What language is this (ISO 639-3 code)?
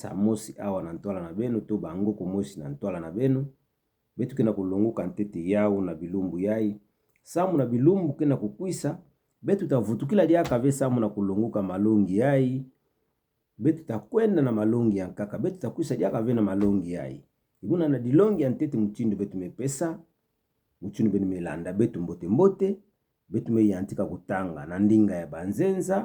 ktu